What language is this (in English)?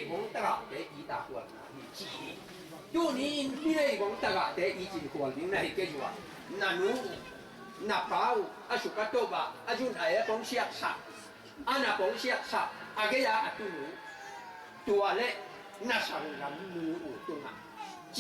Tedim Chin